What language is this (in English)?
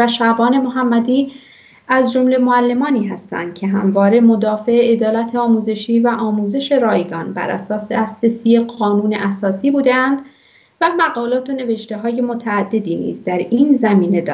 Persian